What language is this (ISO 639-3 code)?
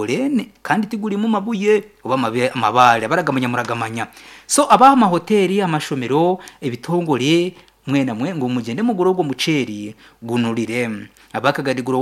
nyn